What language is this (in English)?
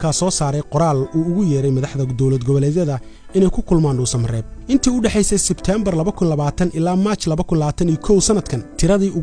Somali